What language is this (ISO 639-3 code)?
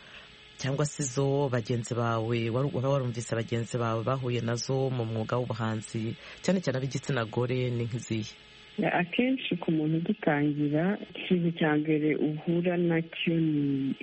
kin